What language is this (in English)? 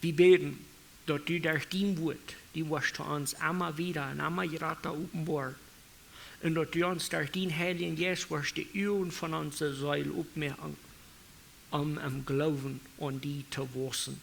Plautdietsch